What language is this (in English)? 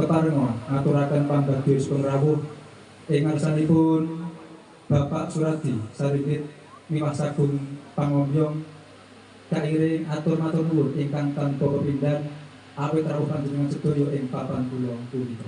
Javanese